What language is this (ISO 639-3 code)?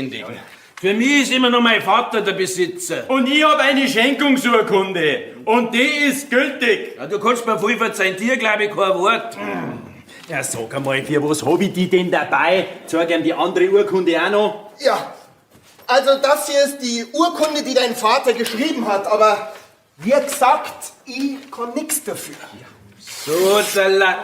bar